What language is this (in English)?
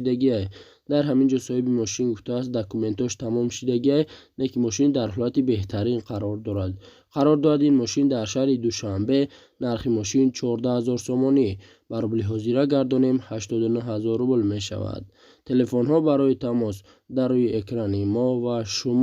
Tajik